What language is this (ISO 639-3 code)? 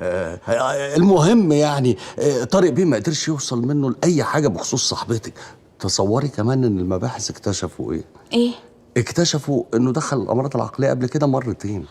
arz